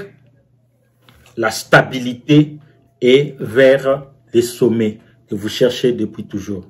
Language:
French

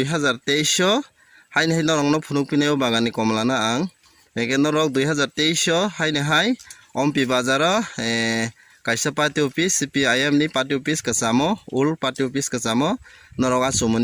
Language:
Kok Borok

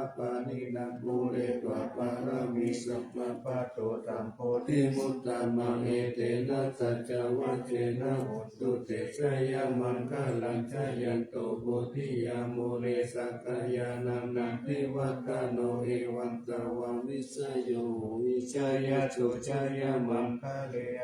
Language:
Pali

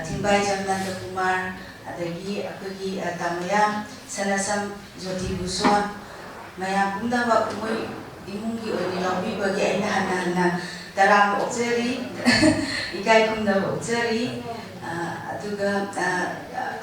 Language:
Manipuri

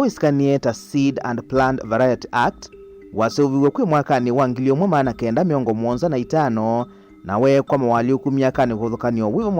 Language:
Kamba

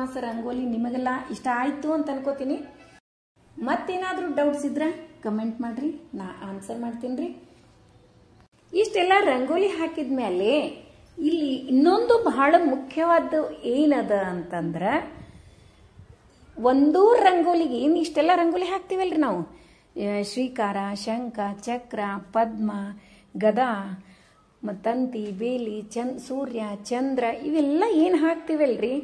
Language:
Kannada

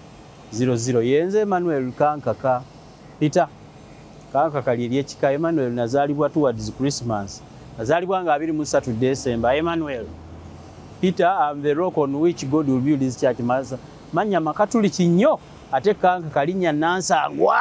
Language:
Ganda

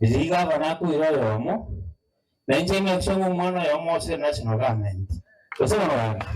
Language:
Gusii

